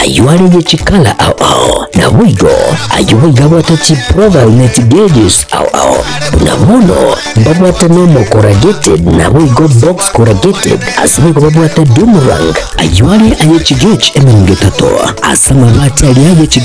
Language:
Gusii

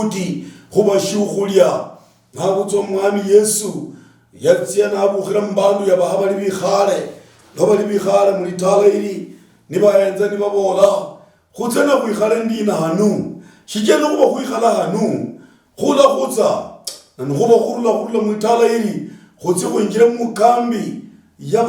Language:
Luyia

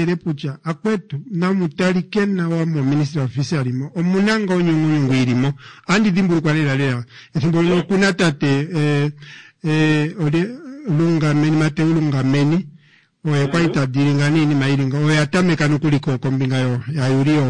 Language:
Kuanyama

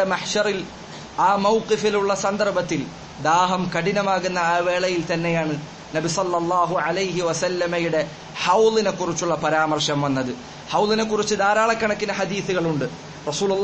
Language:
Malayalam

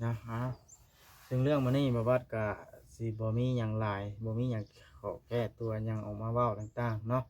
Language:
Lao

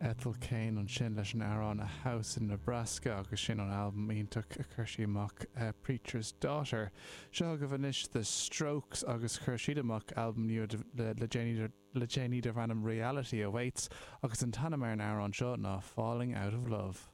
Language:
Irish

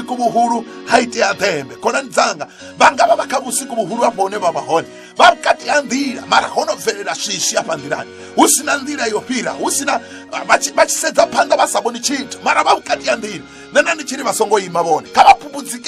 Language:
Venda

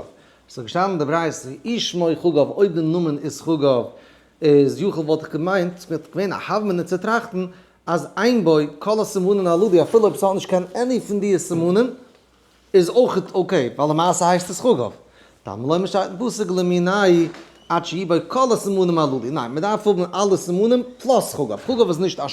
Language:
Yiddish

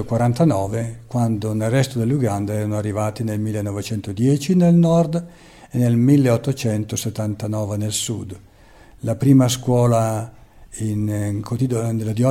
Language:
Italian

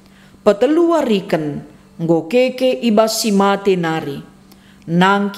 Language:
Batak Karo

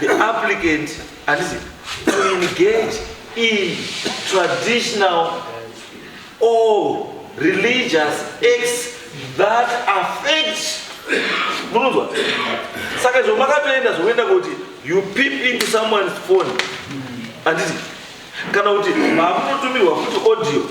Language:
Shona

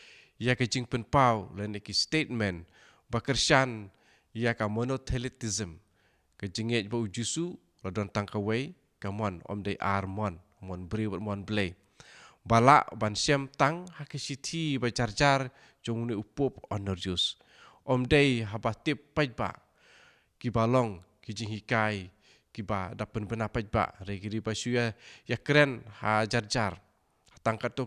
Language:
Khasi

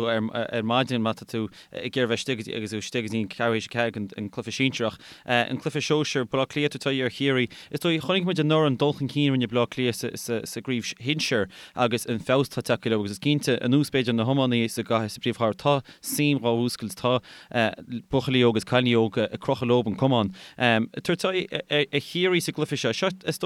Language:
Irish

